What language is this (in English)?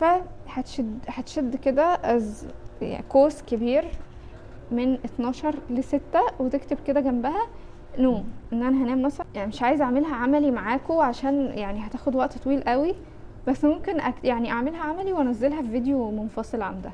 Egyptian Arabic